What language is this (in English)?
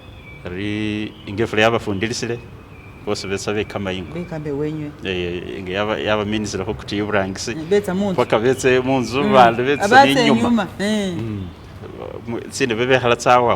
Masaaba